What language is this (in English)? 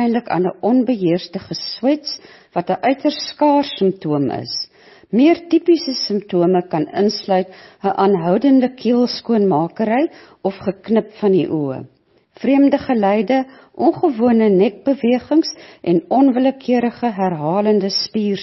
Afrikaans